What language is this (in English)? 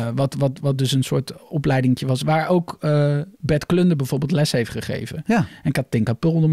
Dutch